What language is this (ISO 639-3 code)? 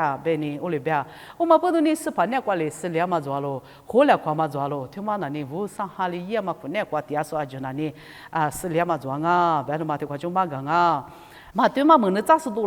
lis